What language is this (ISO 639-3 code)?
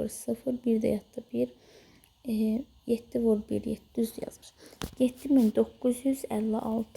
aze